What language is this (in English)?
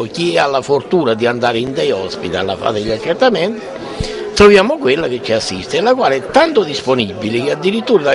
Italian